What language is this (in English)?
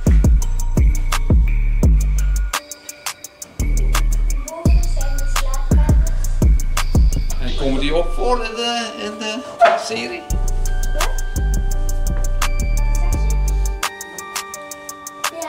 Dutch